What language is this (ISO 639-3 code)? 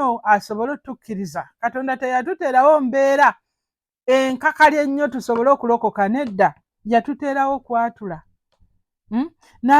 lug